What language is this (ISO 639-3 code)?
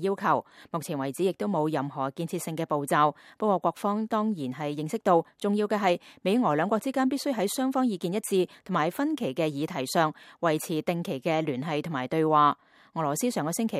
yue